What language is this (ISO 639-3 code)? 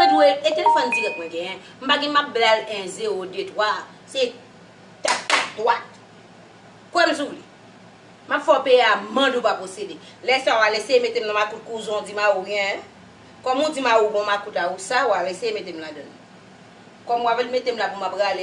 hat